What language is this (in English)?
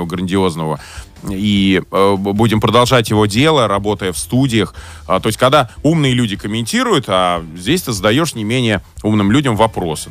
Russian